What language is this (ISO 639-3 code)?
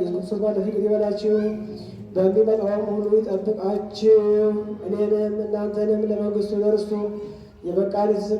amh